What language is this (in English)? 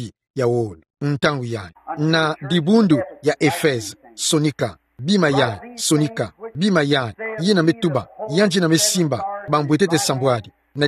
Kituba (Democratic Republic of Congo)